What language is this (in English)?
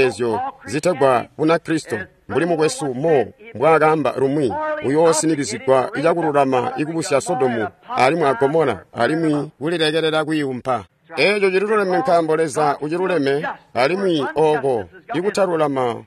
Tonga (Zambia)